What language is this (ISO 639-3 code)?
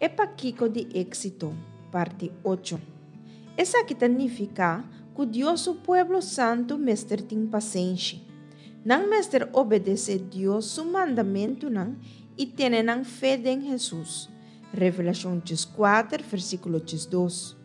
pap